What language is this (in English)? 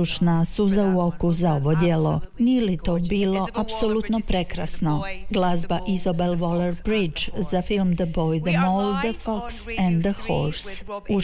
Croatian